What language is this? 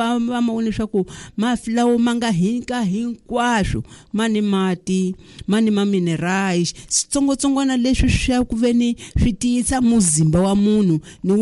Tsonga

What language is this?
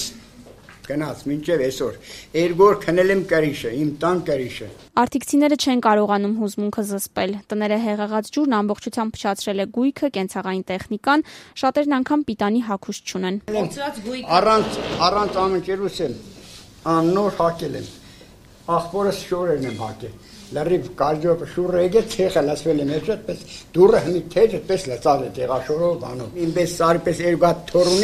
Armenian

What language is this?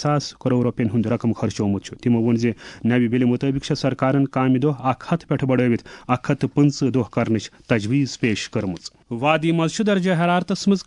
Kashmiri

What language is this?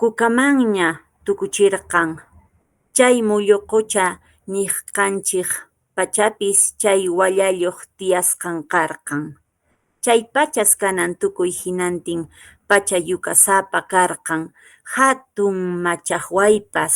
Quechua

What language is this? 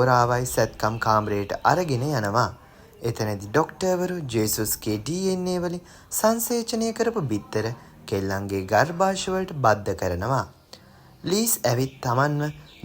Sinhala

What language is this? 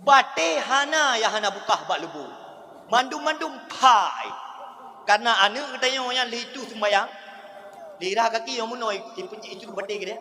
Achinese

